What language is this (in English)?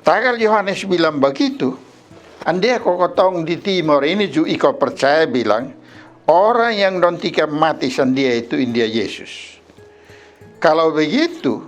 Kupang Malay